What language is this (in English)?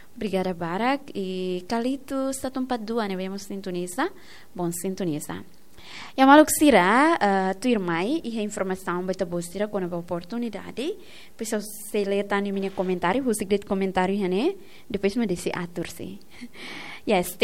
Tetum